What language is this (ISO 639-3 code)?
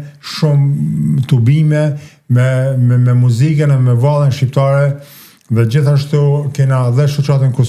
sqi